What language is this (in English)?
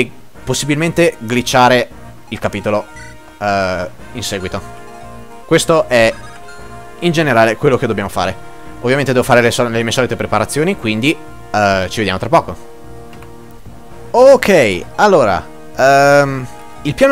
Italian